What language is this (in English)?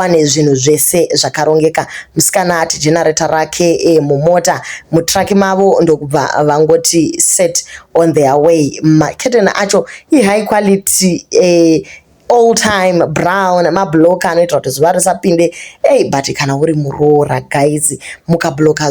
Shona